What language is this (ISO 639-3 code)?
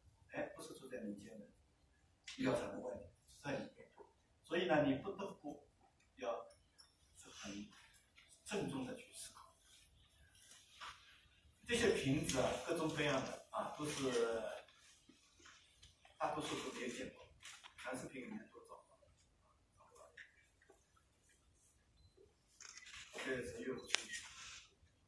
zho